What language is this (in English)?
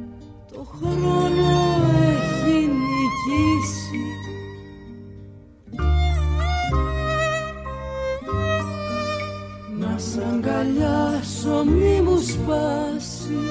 Greek